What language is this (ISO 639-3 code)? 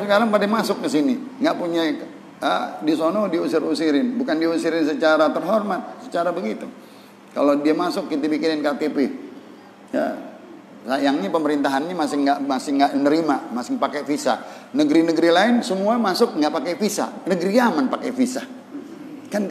ind